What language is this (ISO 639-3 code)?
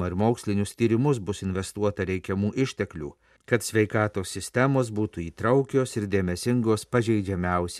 lit